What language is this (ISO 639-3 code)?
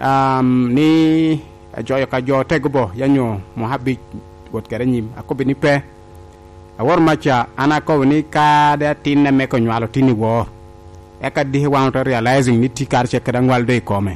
laj